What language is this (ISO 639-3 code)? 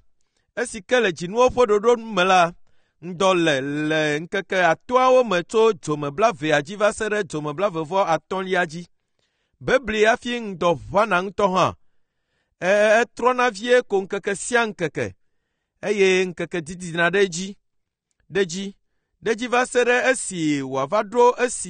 ewe